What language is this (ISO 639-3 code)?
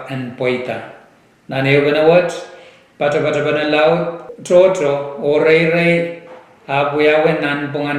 pon